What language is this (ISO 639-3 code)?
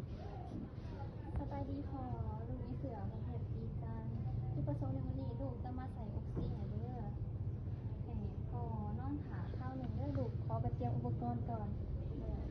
lao